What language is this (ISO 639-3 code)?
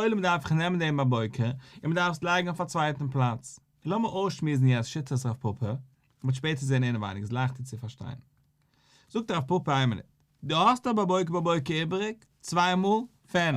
yid